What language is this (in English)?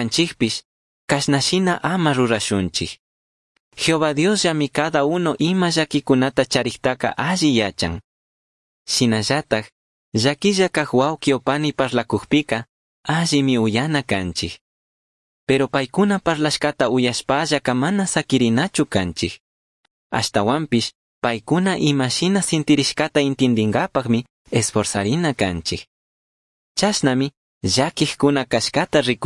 Chimborazo Highland Quichua